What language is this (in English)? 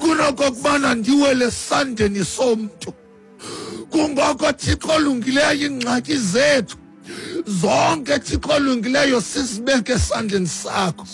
Xhosa